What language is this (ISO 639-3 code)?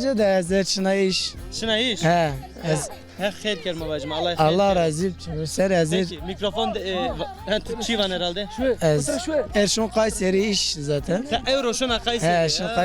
zza